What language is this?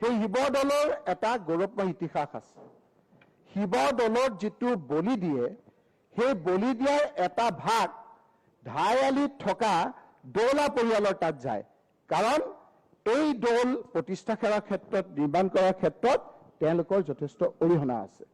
Assamese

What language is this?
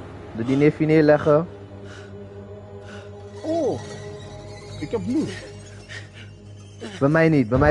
Dutch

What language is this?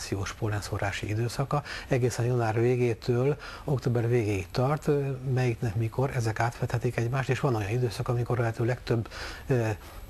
Hungarian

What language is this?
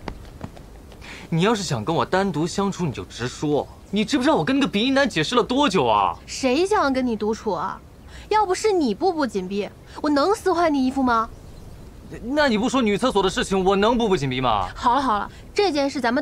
Chinese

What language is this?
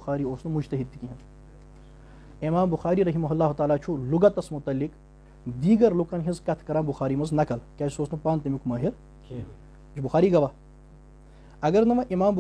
Kashmiri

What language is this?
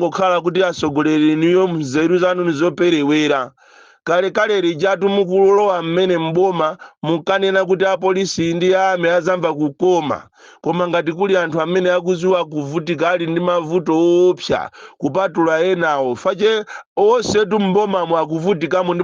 Nyanja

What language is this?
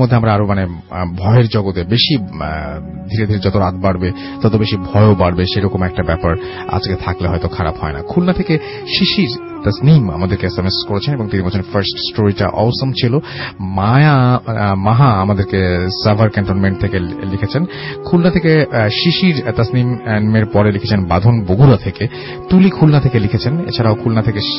Bangla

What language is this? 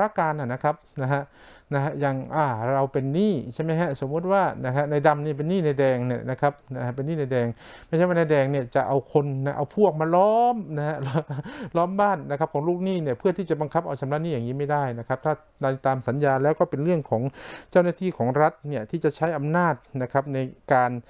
Thai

